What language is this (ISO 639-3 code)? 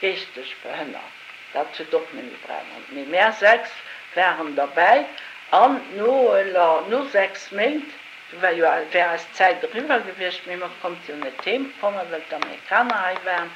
ltz